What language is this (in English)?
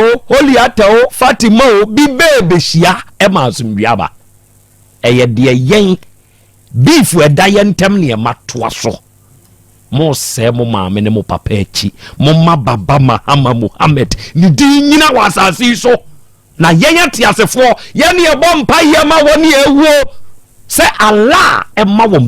Akan